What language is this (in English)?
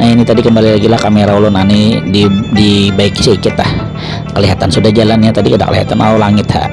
Banjar